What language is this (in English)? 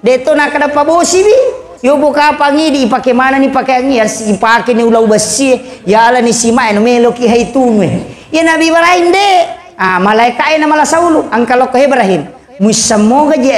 Buginese